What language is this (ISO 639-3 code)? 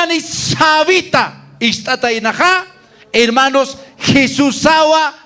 aym